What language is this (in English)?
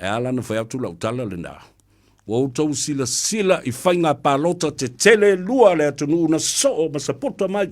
Samoan